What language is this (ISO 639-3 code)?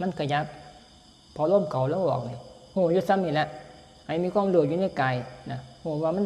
tts